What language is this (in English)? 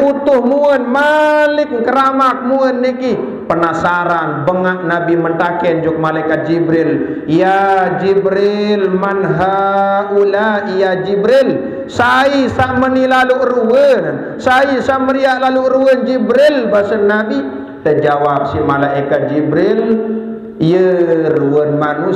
Sasak